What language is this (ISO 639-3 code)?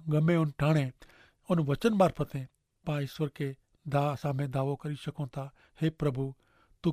kfr